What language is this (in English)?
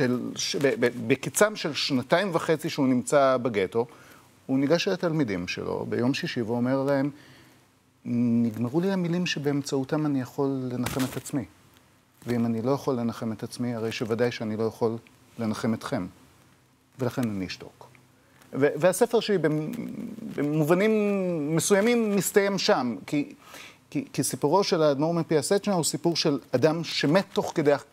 Hebrew